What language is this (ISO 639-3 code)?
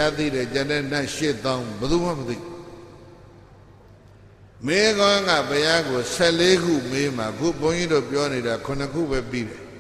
mya